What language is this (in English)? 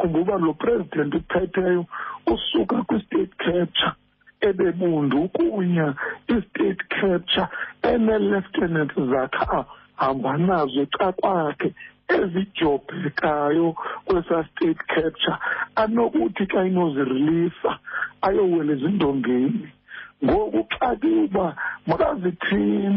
Xhosa